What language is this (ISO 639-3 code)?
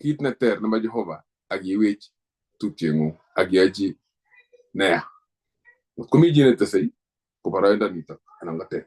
kln